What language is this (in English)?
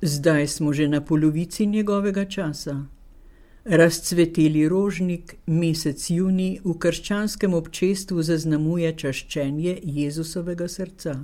Slovenian